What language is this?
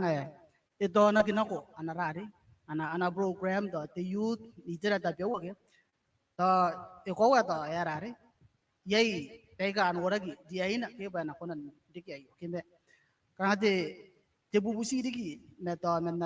Gilbertese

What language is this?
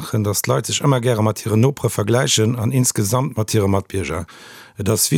Luxembourgish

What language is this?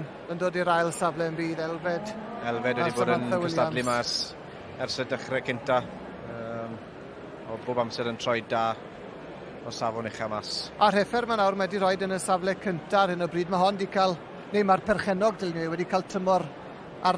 Welsh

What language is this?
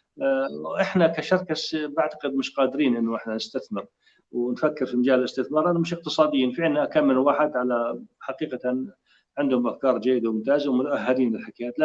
North Levantine Arabic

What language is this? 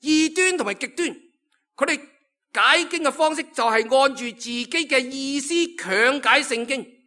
Cantonese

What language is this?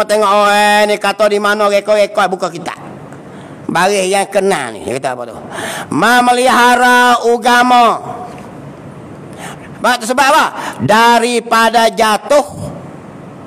Malay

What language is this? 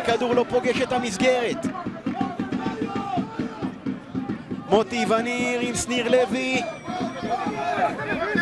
Hebrew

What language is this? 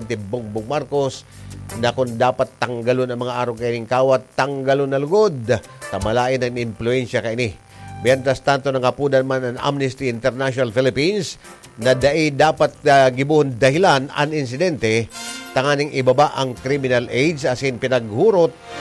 Bikol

